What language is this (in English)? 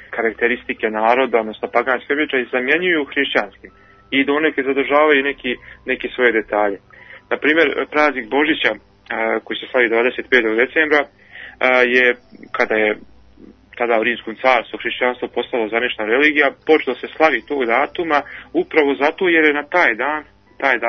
Bosnian